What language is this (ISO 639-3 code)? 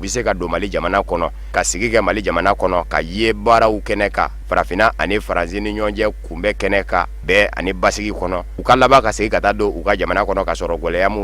bam